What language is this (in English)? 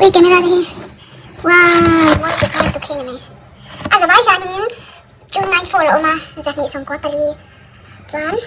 Mizo